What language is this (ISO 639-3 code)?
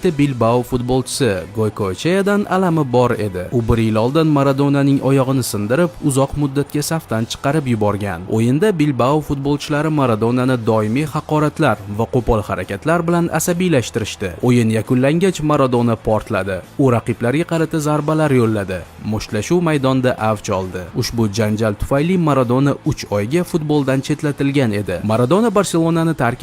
uzb